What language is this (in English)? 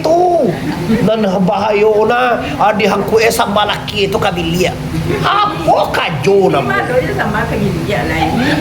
Minangkabau